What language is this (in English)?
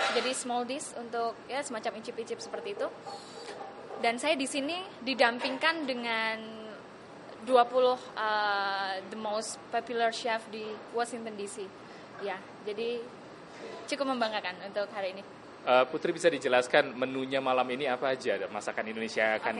Indonesian